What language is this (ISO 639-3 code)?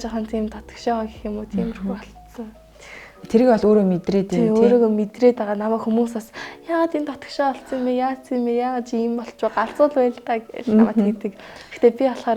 mon